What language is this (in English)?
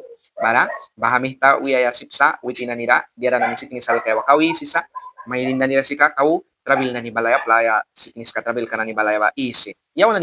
Mískito